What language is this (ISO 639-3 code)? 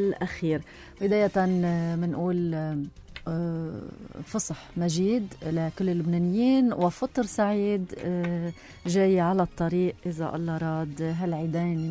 apc